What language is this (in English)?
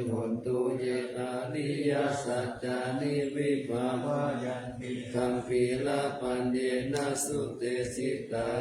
Pali